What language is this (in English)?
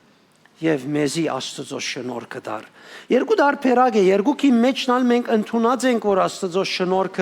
Western Armenian